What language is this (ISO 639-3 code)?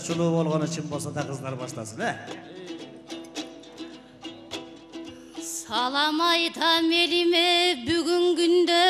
kir